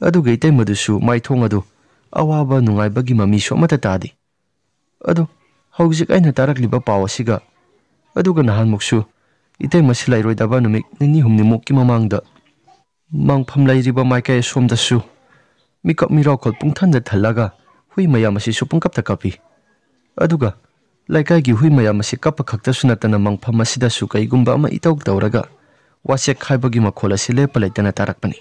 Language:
Manipuri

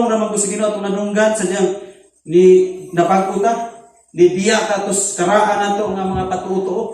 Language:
Cebuano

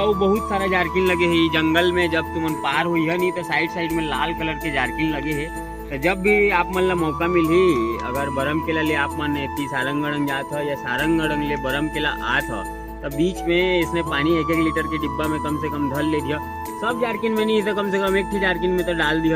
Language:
Chhattisgarhi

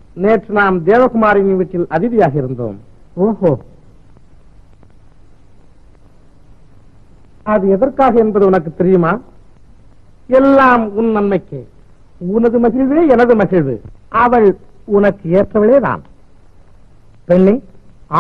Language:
Tamil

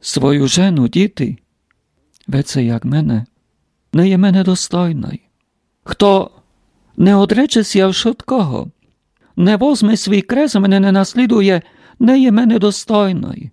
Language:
Rusyn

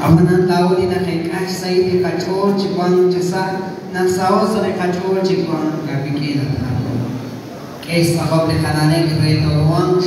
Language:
Kekchí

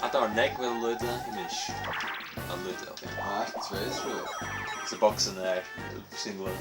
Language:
Faroese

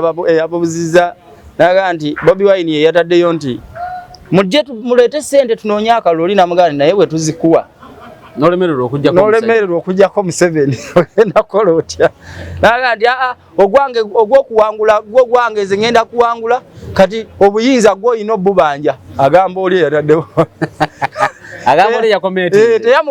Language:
Ganda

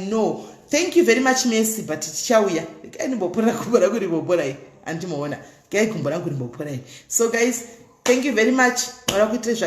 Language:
Shona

